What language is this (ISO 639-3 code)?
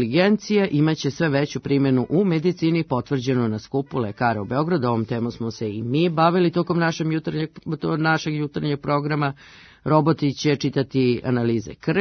srp